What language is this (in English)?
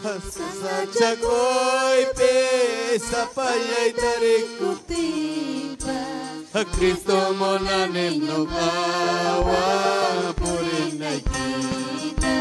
Ayacucho Quechua